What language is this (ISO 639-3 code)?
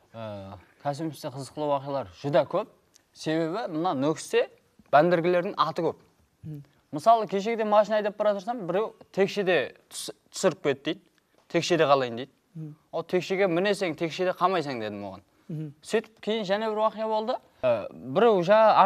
kaa